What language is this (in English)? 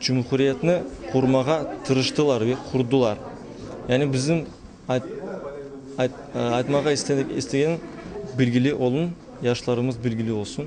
Crimean Tatar